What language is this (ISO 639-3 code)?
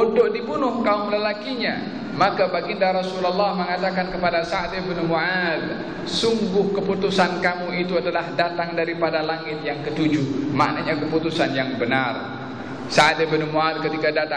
msa